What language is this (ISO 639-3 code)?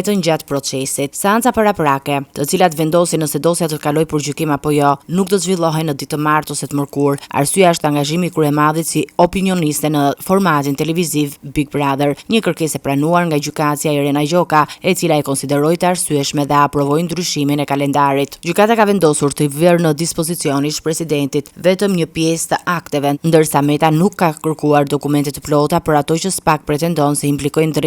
sqi